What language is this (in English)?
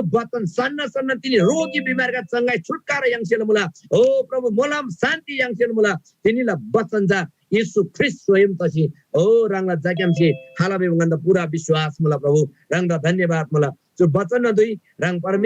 Eastern Tamang